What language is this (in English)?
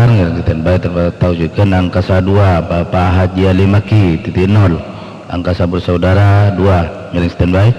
Madurese